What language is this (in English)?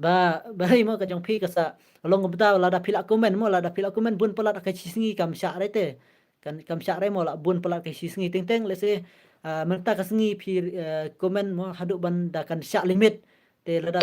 Khasi